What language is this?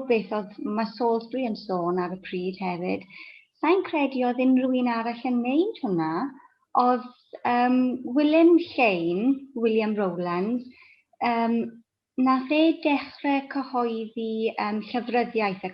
Welsh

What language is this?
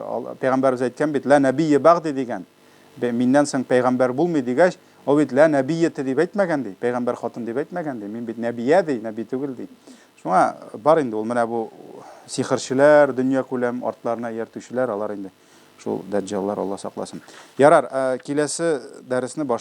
Tatar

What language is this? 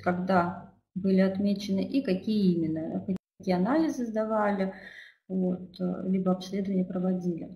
Russian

